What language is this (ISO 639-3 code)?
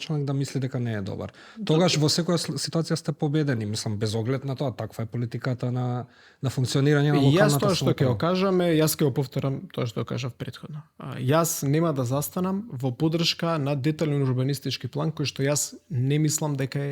mkd